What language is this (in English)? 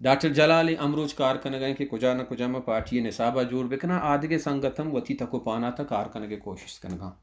Baluchi